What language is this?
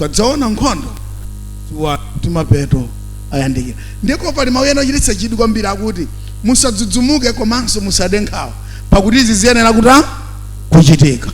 Nyanja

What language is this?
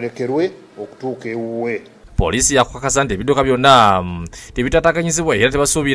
Ganda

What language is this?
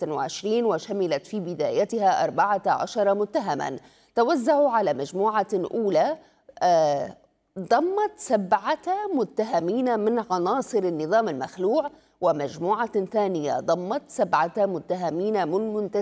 Arabic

